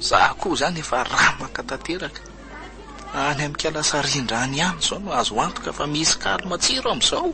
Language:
Malagasy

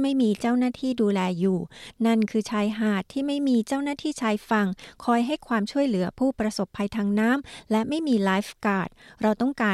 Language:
Thai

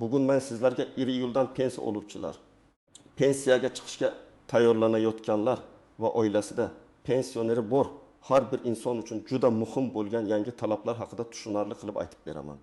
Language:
Uzbek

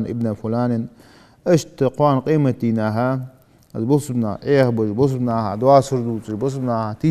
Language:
Ingush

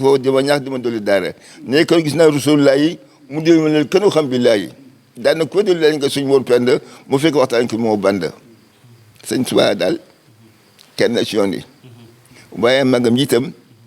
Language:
Wolof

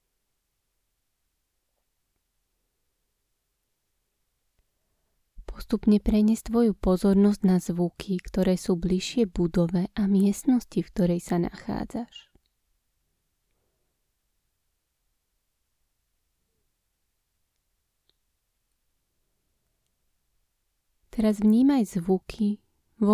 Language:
Slovak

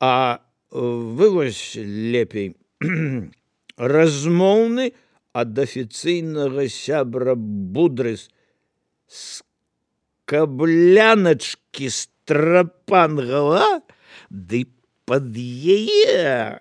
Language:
Belarusian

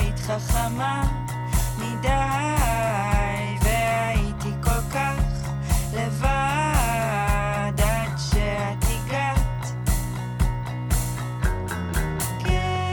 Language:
Hebrew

